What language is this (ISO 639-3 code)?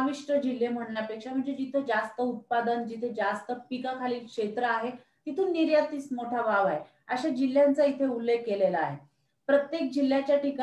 mar